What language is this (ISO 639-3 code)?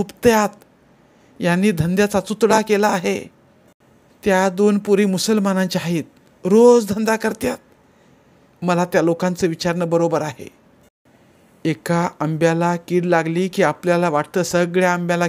mar